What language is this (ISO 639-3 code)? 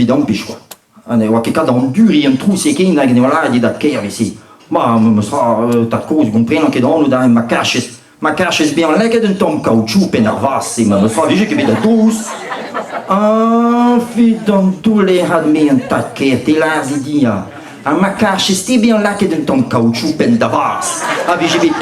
bre